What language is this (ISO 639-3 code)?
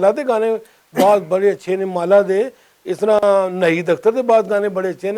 lah